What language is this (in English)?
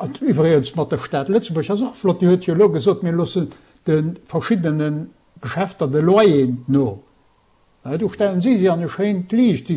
Luxembourgish